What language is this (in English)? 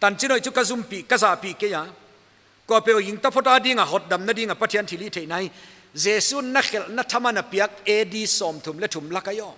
Paite Chin